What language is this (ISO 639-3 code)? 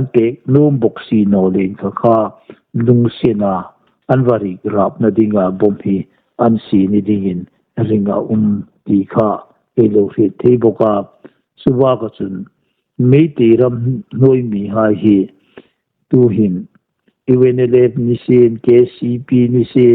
hmr